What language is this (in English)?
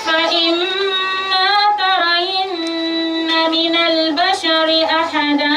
Dagbani